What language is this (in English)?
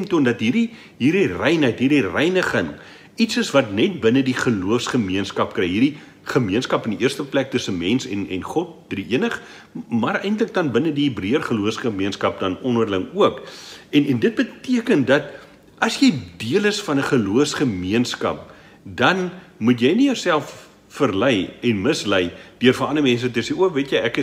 Afrikaans